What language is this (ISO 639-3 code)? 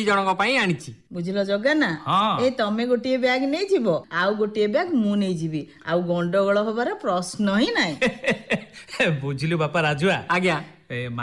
ori